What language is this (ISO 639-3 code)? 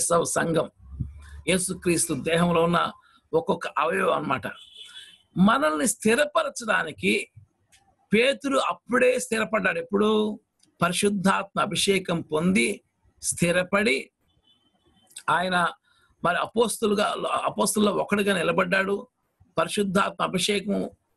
tel